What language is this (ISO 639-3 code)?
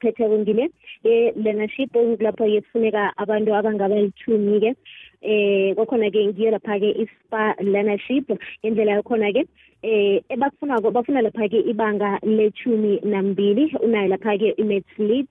nbl